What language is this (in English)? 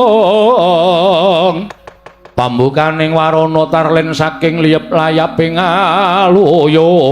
Javanese